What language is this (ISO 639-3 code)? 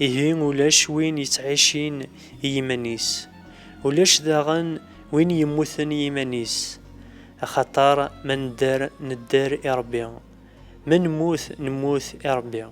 kab